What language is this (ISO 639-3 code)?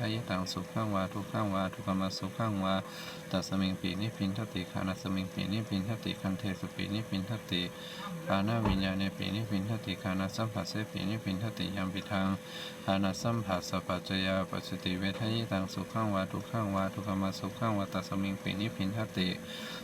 pli